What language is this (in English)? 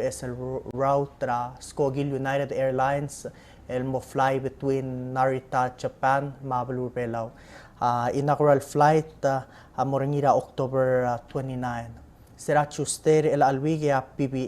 Palauan